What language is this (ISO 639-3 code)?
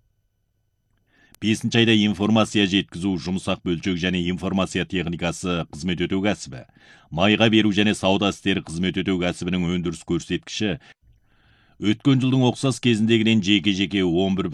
kaz